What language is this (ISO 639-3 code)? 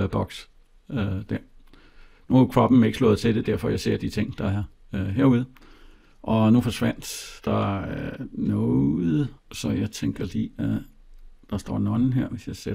dan